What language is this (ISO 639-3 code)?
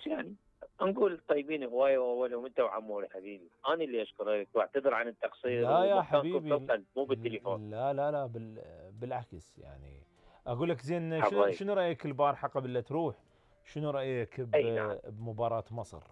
acm